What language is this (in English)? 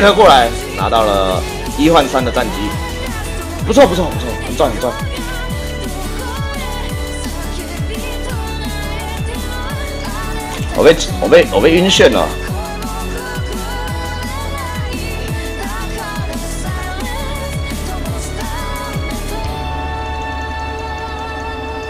Chinese